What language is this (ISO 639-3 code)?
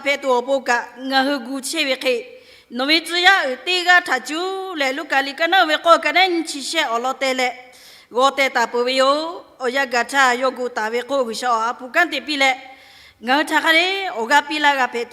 lhu